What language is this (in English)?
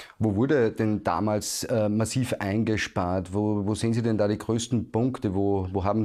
German